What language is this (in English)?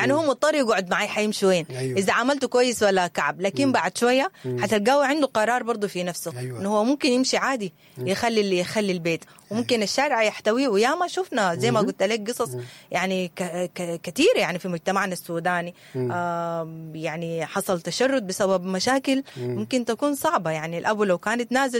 Sudanese Arabic